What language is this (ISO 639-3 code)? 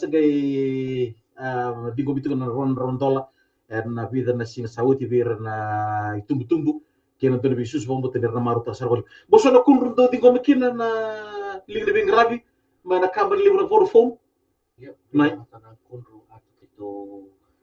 fij